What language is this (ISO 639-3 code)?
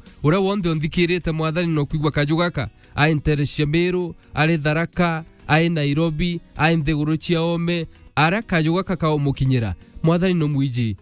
mer